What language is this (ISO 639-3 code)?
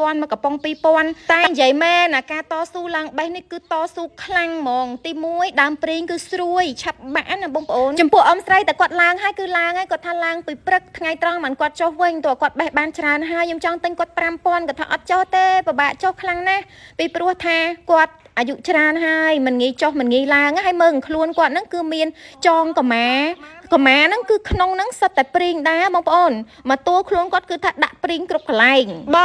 khm